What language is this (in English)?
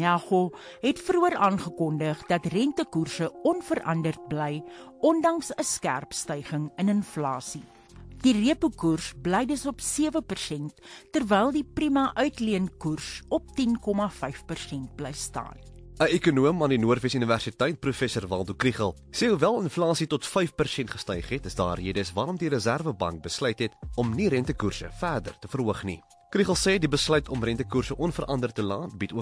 Afrikaans